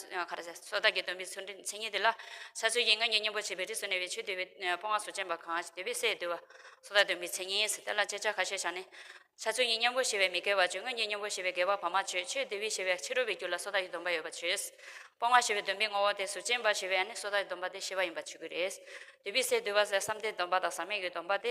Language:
Tibetan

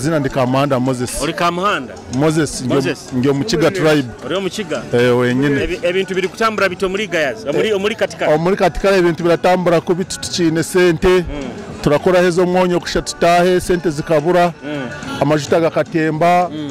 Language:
Nyoro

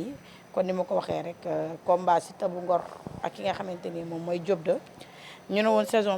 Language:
Wolof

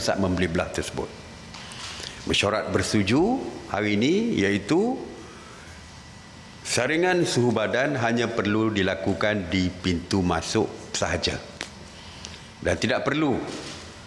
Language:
Malay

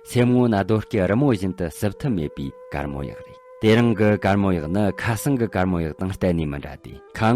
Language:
Tibetan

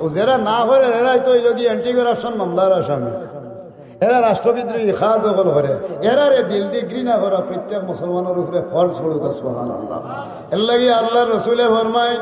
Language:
Sylheti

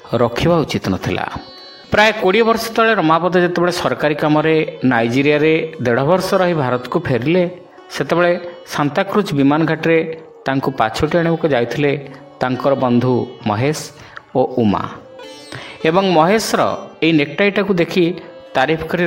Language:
Odia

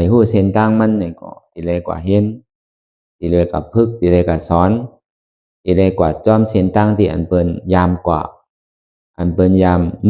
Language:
Shan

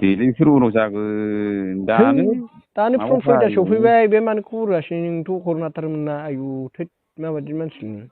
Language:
Bodo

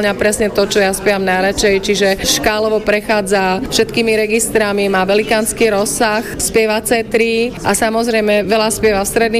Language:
Slovak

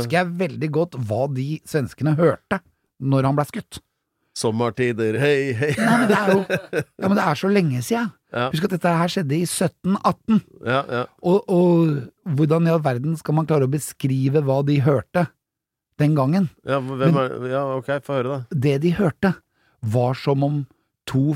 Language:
Norwegian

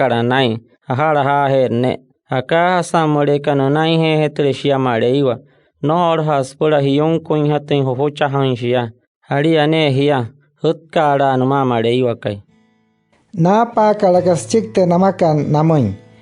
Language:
Wayuu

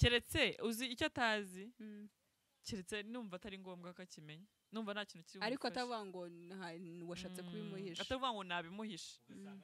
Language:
Kinyarwanda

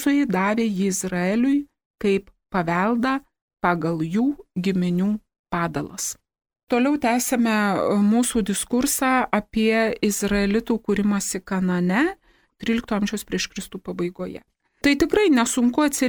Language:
Lithuanian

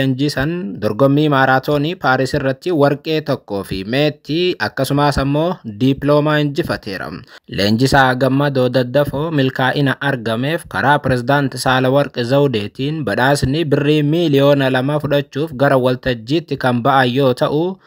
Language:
Oromo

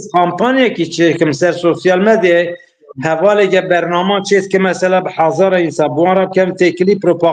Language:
Kurdish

